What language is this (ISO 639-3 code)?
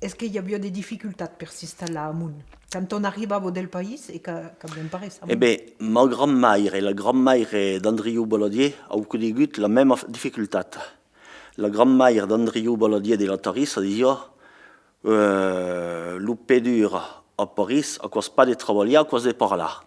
oci